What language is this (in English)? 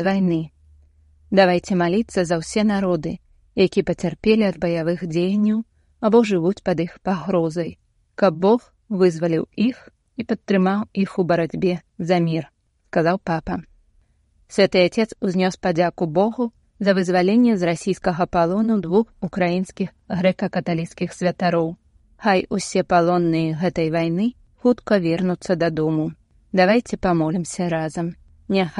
Belarusian